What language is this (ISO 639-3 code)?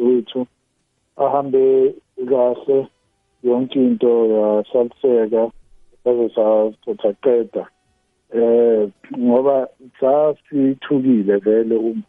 nbl